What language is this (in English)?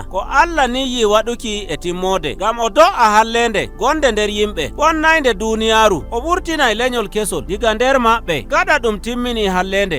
Nigerian Fulfulde